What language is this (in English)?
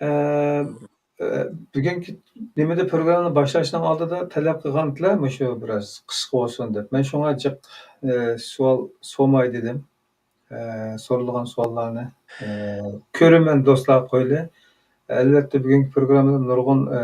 Uyghur